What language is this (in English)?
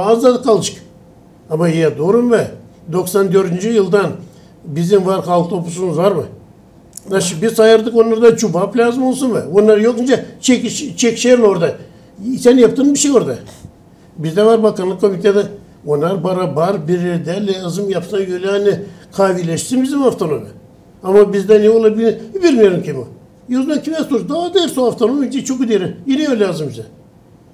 Gagauz